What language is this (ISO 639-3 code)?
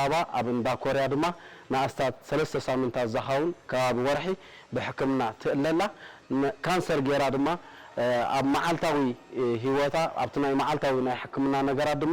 tir